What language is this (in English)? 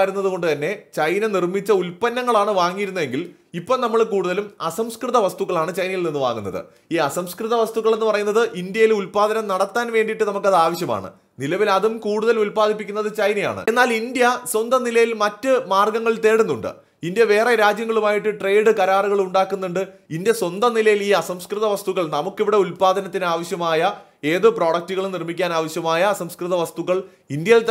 Malayalam